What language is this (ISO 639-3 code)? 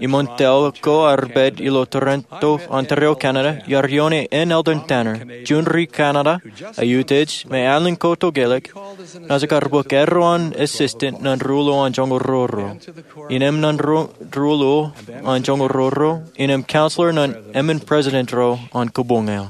mah